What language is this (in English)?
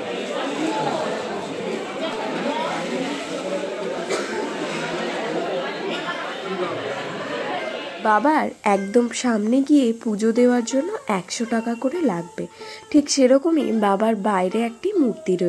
Bangla